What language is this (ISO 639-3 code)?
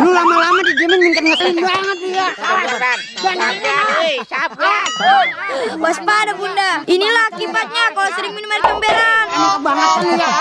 bew